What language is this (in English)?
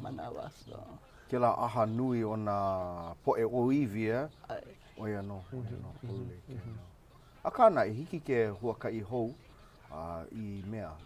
Hawaiian